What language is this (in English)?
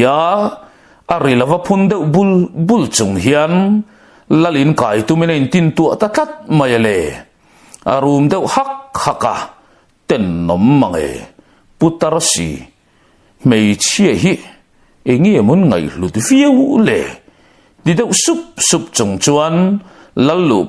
Mizo